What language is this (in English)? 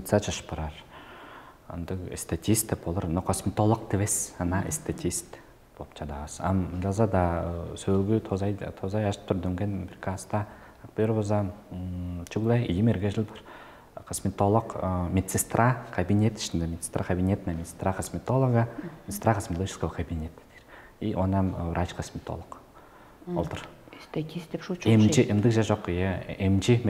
Tuvinian